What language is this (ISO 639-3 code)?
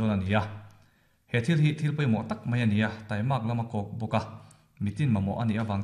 lus